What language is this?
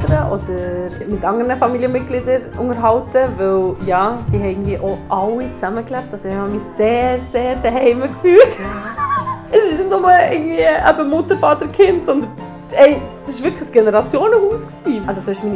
Swiss German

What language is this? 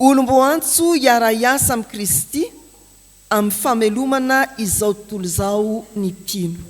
Malagasy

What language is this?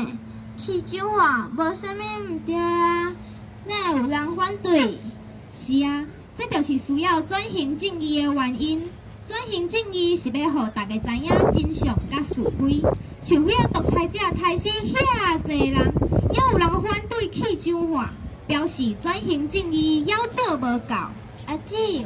Min Nan Chinese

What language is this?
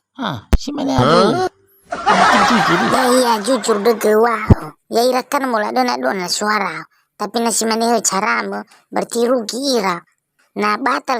Nias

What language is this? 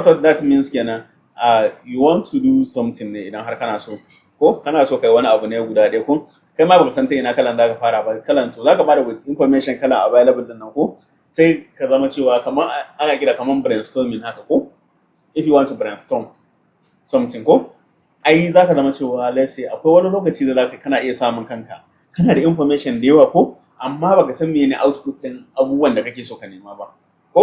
Hausa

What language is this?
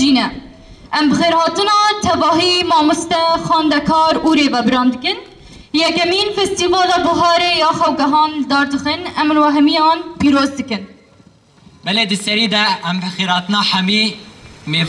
Kurdish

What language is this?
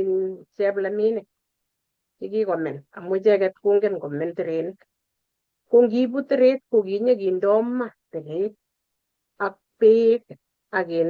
Kalenjin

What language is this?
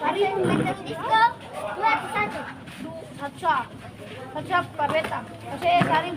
Ambonese Malay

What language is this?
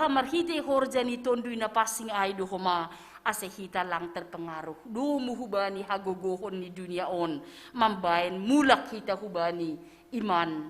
Batak Simalungun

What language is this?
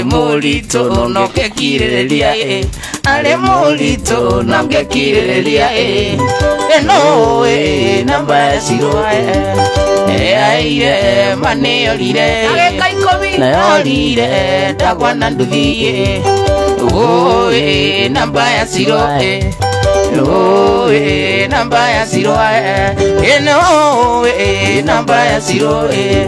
Kikuyu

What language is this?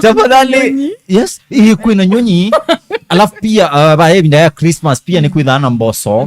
Kamba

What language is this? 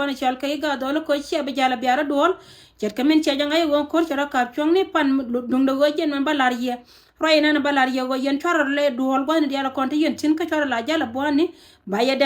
Nuer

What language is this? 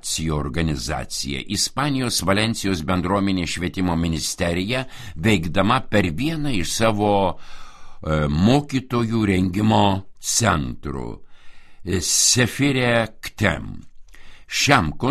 Lithuanian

